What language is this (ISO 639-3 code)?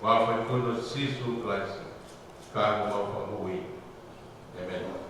ton